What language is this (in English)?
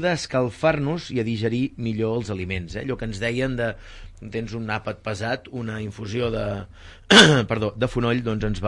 Catalan